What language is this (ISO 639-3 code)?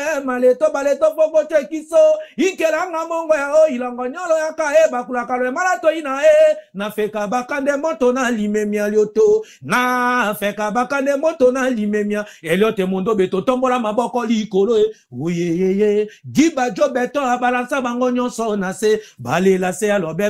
lin